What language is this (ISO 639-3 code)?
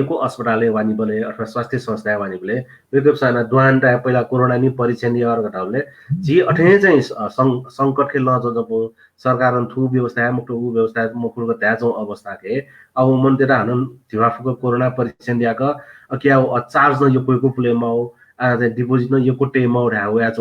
new